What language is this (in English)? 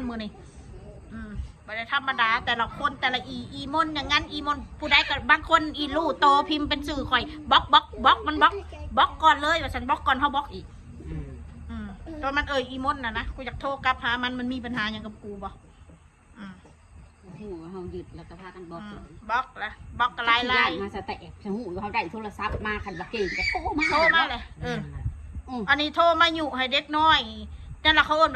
Northeastern Thai